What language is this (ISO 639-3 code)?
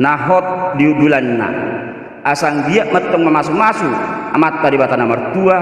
bbc